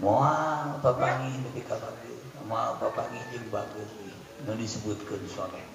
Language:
Sundanese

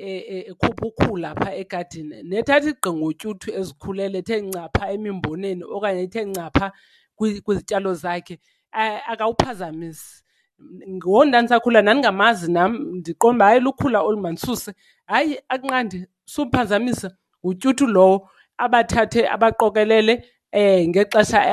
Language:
Xhosa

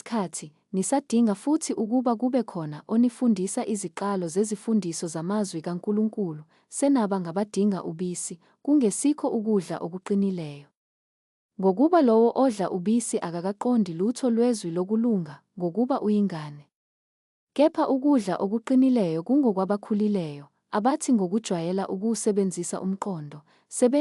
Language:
Zulu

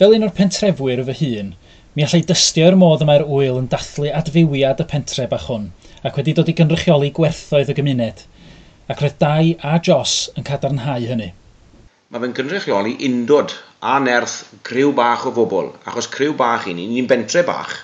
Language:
Welsh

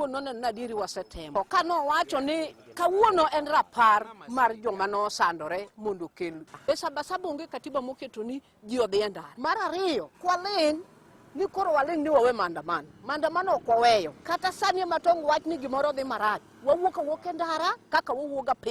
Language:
Luo (Kenya and Tanzania)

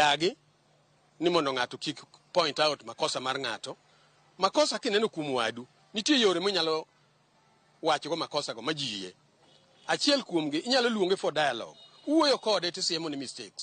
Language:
Luo (Kenya and Tanzania)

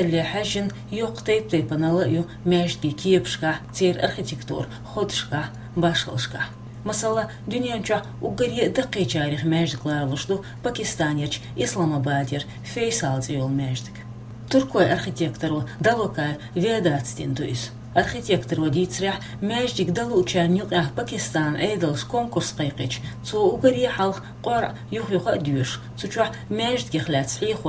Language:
Chechen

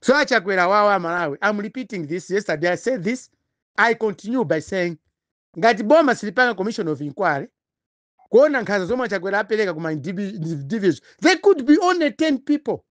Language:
Nyanja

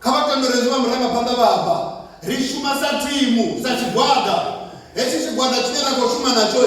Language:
Venda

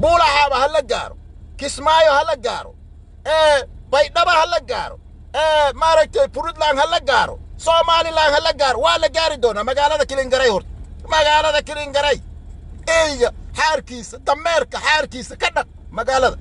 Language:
Somali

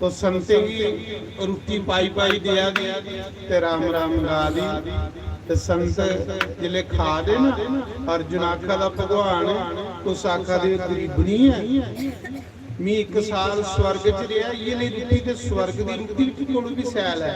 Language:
Dogri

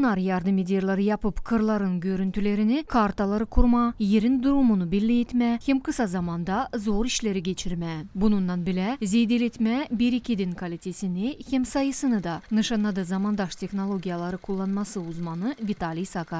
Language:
Gagauz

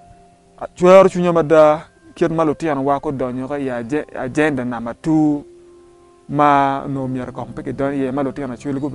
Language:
Acoli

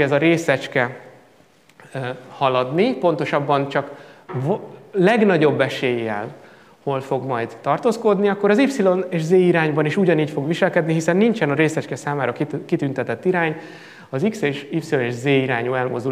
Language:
Hungarian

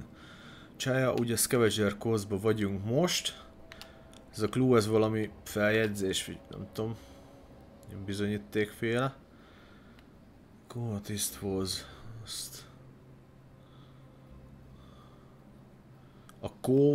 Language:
Hungarian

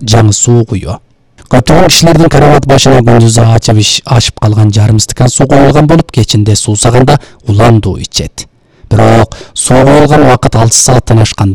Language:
Kyrgyz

